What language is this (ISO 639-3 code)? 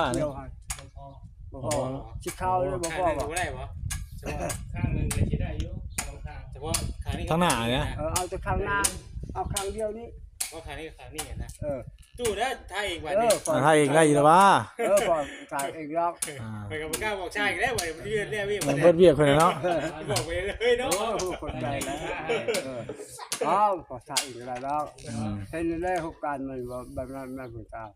tts